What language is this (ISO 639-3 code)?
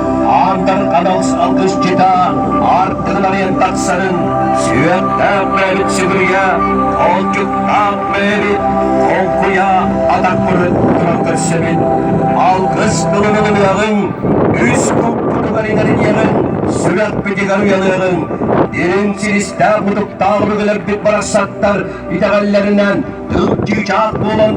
sah